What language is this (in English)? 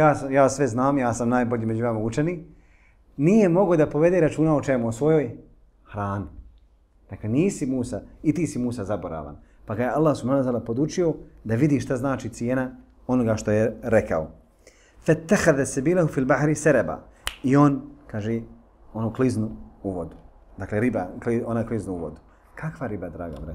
Bosnian